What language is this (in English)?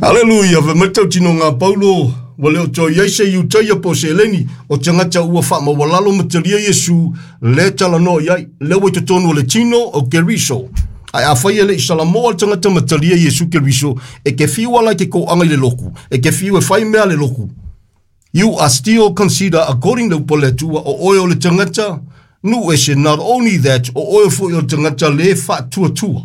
Samoan